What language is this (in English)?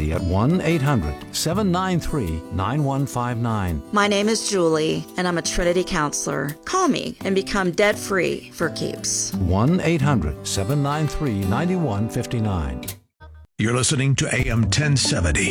English